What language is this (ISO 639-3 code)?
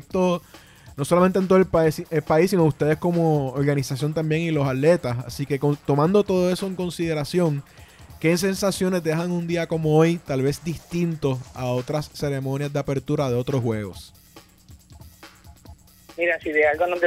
spa